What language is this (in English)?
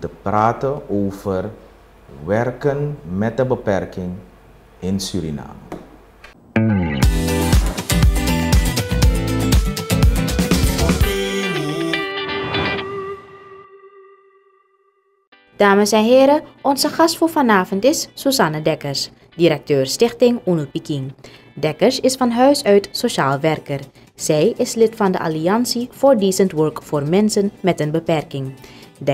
Dutch